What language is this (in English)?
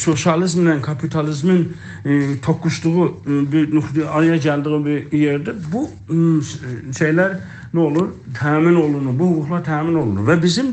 South Azerbaijani